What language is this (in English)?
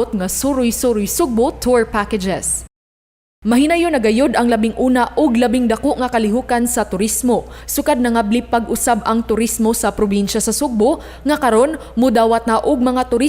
Cebuano